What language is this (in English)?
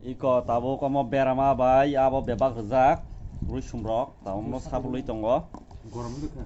Kok Borok